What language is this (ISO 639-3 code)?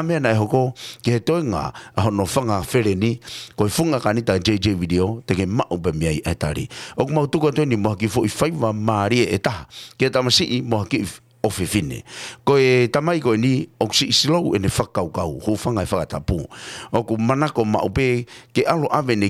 ton